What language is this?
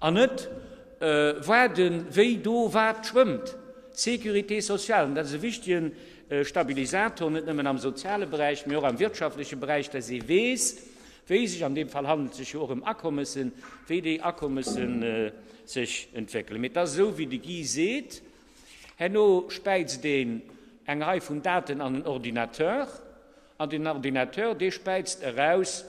Luxembourgish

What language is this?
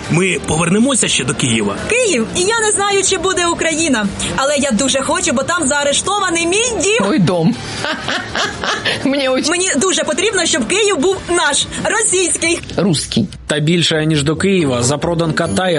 Ukrainian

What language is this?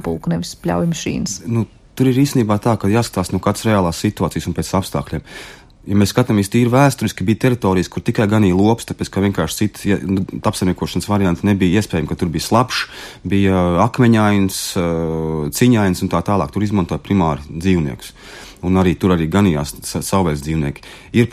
Latvian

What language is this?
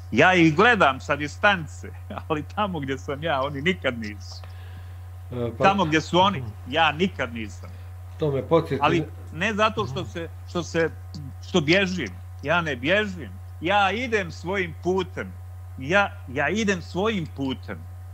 Croatian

